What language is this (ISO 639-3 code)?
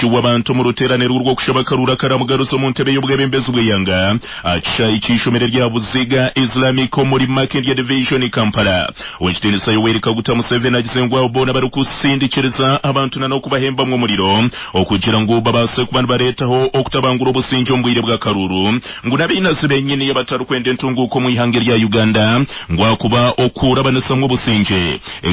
nyn